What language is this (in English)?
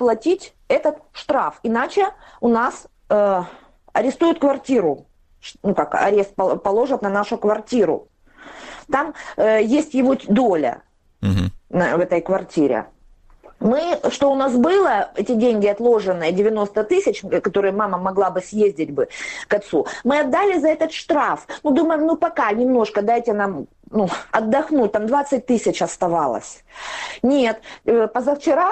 Russian